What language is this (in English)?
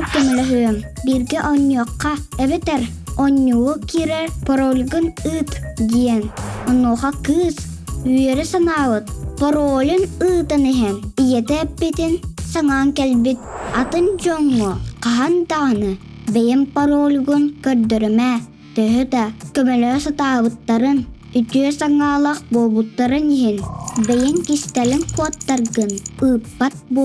Yakut